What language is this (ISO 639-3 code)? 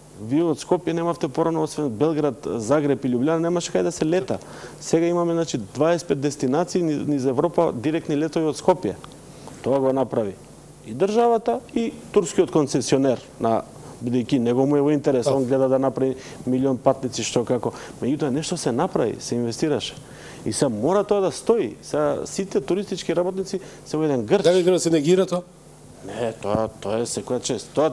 mkd